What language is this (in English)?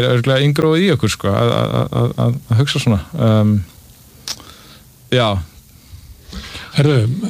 Icelandic